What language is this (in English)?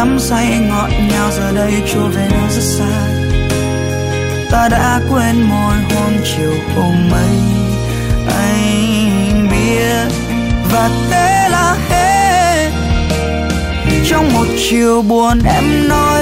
Vietnamese